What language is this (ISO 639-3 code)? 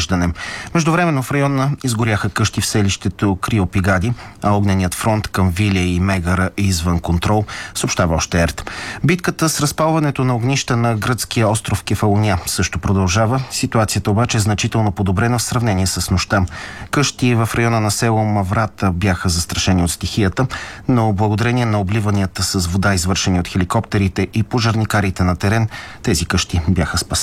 bul